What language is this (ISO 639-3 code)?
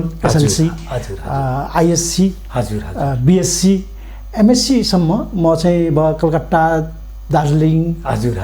nep